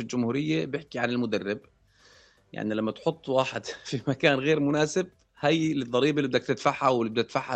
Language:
North Levantine Arabic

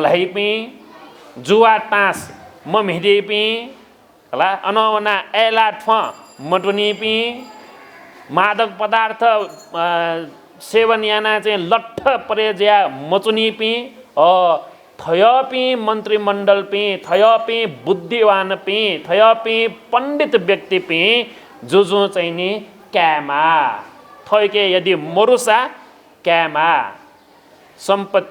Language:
Newari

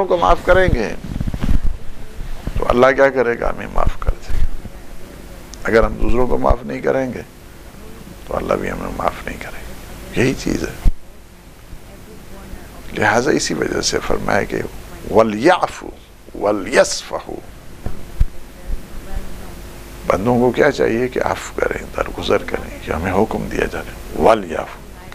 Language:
Urdu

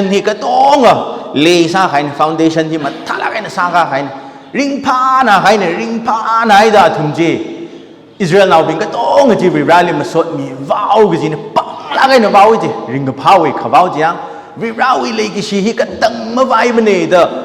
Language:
Tangkhul Naga (India)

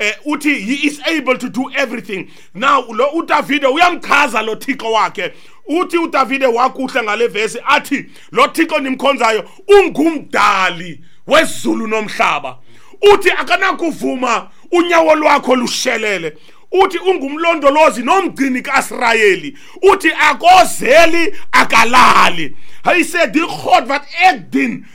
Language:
Xhosa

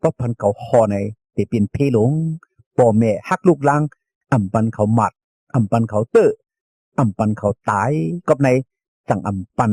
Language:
Shan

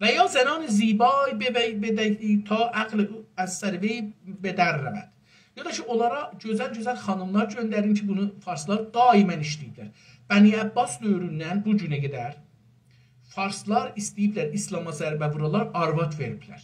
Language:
South Azerbaijani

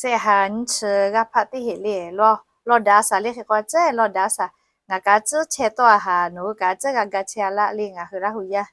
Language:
Lahu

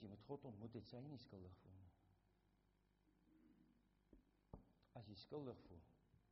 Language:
Afrikaans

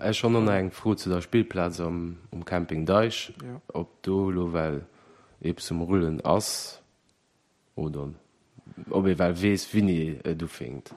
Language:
Luxembourgish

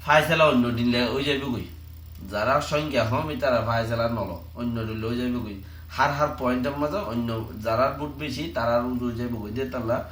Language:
Rohingya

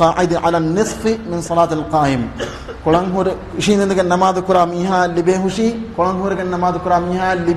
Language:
Divehi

